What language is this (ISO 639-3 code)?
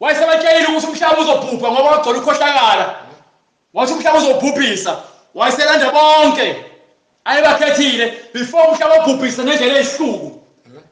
zul